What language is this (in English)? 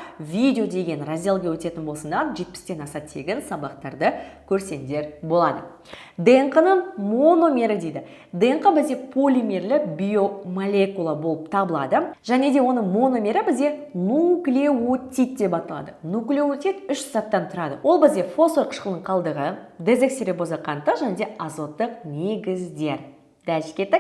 Kazakh